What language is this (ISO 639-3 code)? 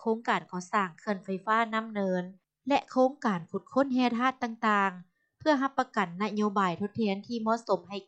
lao